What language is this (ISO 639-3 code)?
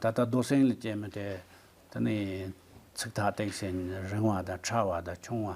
bod